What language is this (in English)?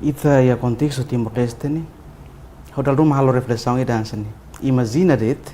Tetum